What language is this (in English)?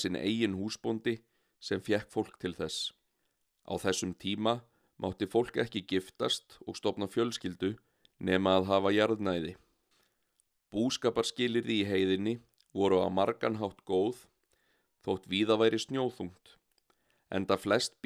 Icelandic